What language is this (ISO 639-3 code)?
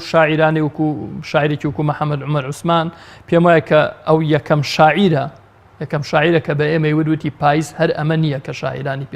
ckb